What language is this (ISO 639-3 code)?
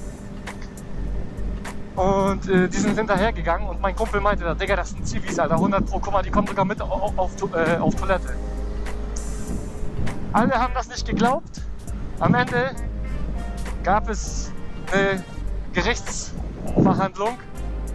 deu